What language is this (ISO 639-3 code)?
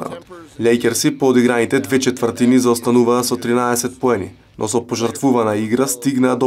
mkd